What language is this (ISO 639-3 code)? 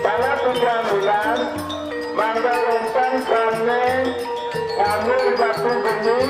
ban